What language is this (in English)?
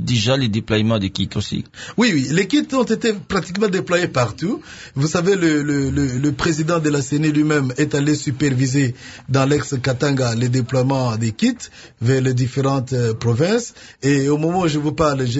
French